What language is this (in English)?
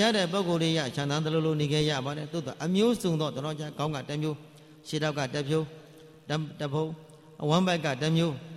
Burmese